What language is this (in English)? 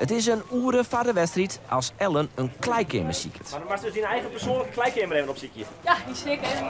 Western Frisian